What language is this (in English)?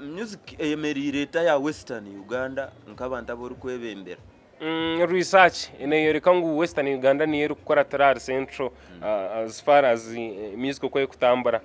Nyankole